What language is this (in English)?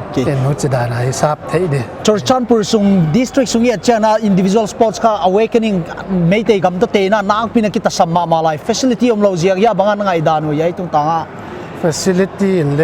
Paite Chin